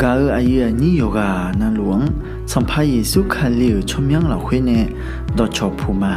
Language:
Akha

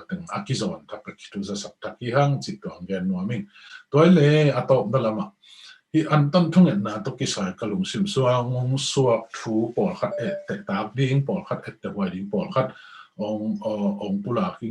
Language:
Tedim Chin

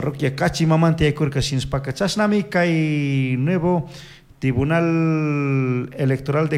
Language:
Chimborazo Highland Quichua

